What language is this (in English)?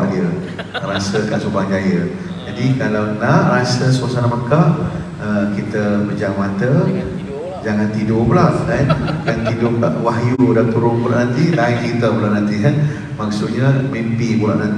Malay